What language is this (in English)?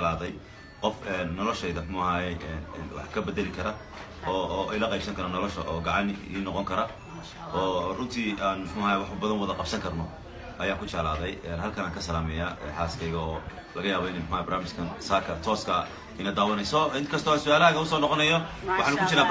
Somali